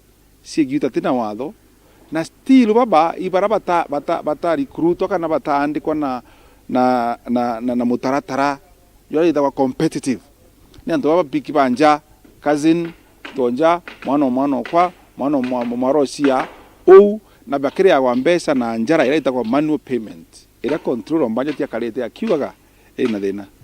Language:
Meru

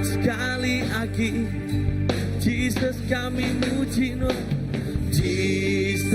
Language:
Iban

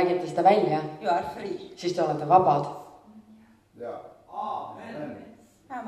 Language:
Estonian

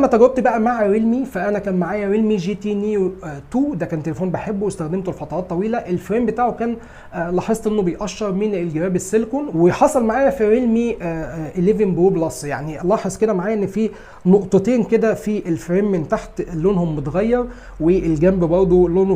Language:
Egyptian Arabic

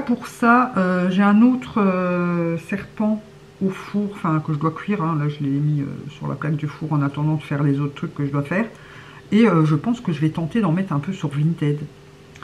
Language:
French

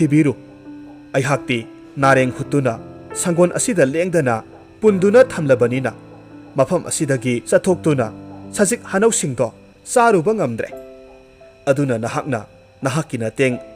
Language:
Manipuri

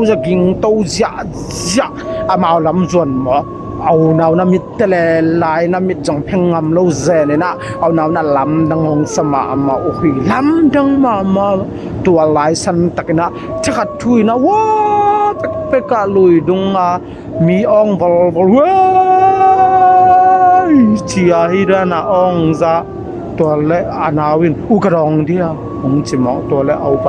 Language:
Tedim Chin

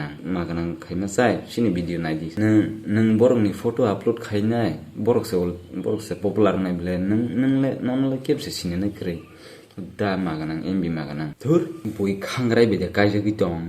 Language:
Kok Borok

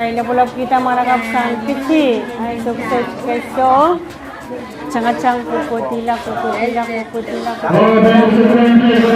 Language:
Pohnpeian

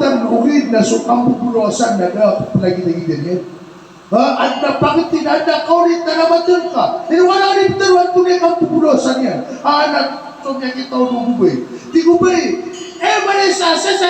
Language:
Maranao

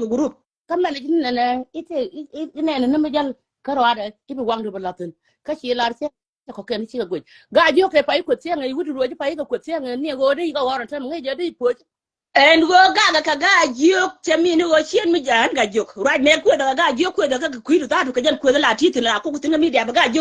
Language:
Nuer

